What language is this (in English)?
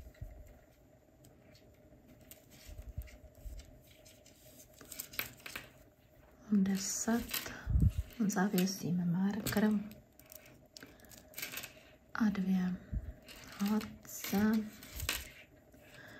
Czech